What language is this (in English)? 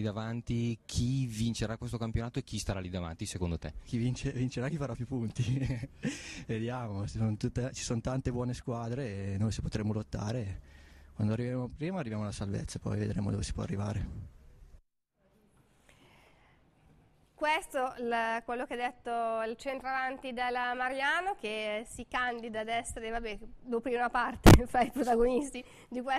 Italian